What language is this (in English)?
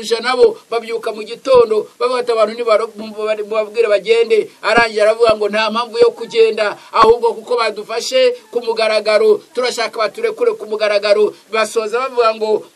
Kinyarwanda